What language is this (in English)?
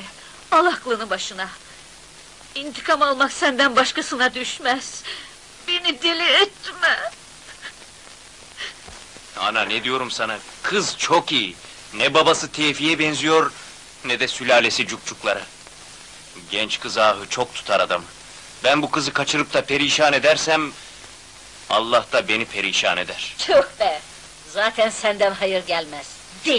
Turkish